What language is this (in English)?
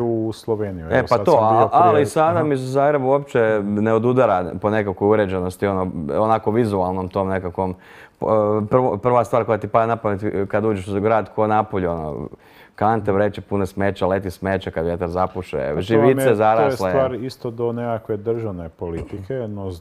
Croatian